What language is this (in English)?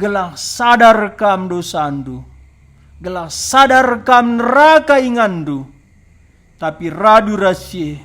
Batak Karo